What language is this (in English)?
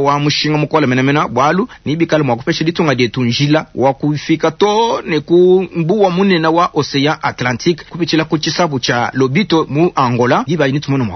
Luba-Lulua